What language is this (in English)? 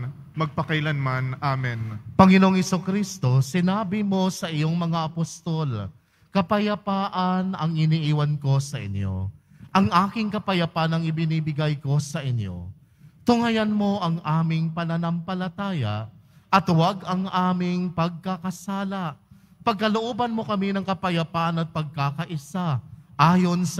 Filipino